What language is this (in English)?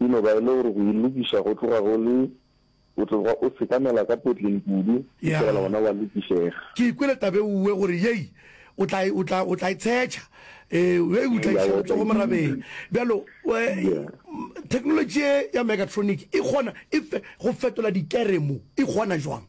Northern Sotho